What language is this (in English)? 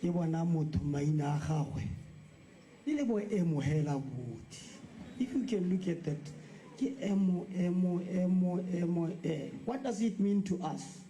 Tswana